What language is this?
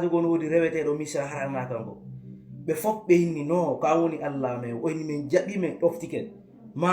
Fula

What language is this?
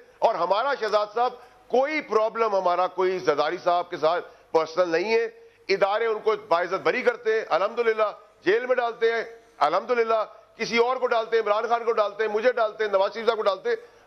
Urdu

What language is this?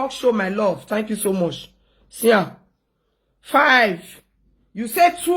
Nigerian Pidgin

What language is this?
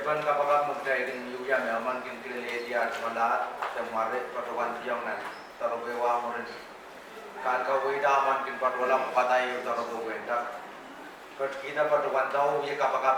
Pohnpeian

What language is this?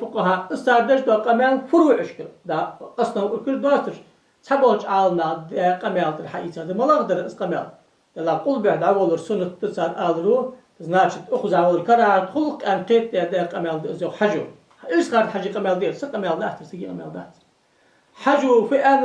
Ingush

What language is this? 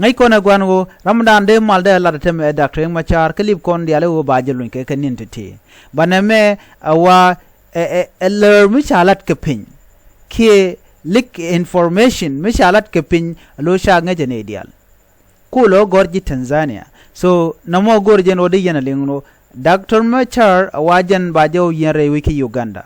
Nuer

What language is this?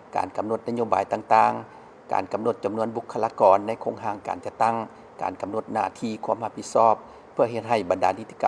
Lao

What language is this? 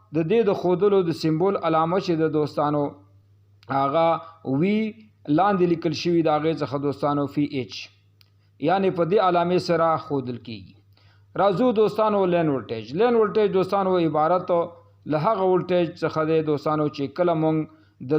Pashto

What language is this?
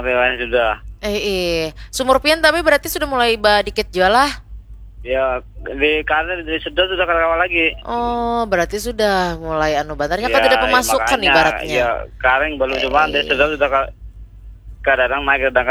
Banjar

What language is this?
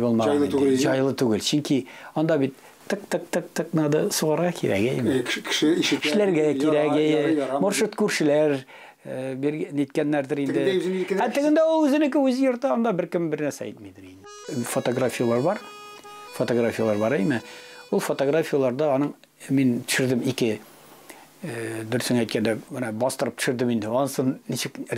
Tatar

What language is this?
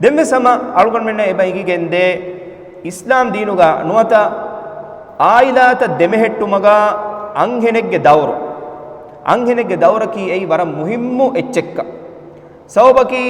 Divehi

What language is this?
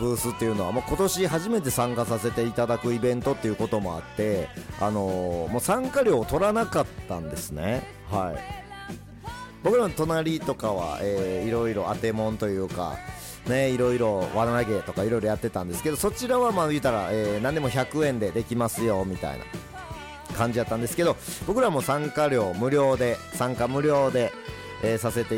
Japanese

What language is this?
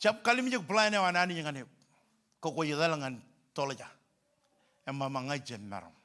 Marshallese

